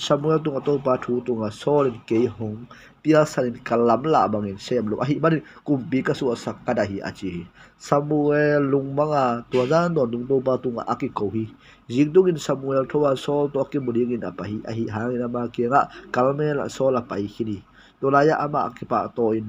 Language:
Tedim Chin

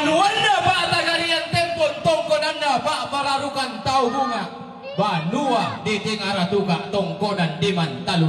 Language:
Toraja-Sa'dan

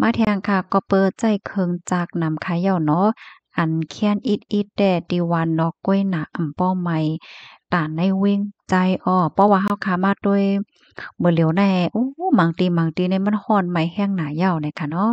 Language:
Shan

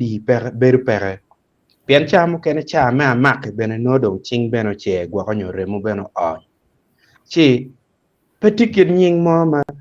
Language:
Acoli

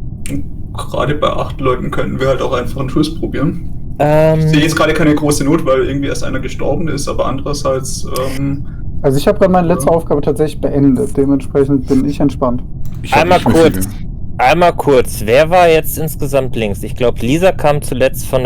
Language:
Swiss German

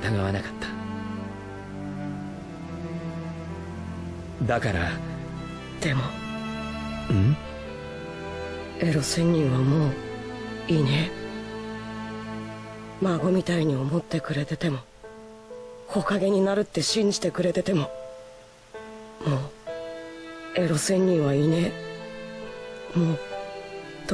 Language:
Japanese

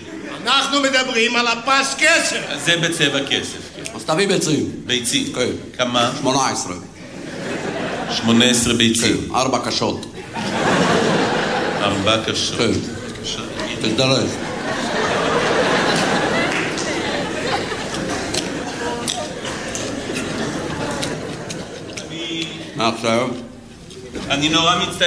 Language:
Hebrew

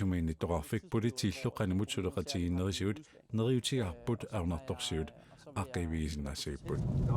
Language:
Kalaallisut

